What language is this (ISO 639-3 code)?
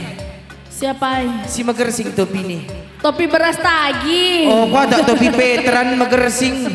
btx